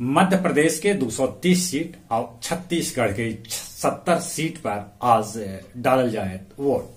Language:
Magahi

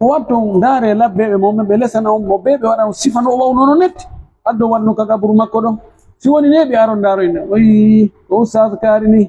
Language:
Pular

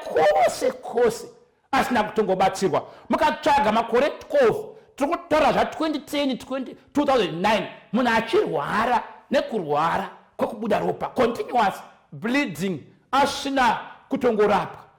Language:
Shona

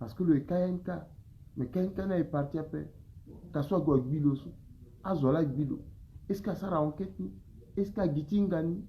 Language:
Sango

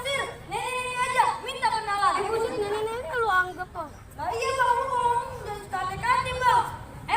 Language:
Betawi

